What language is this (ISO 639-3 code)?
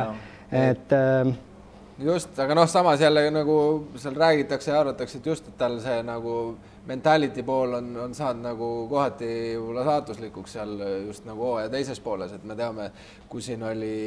est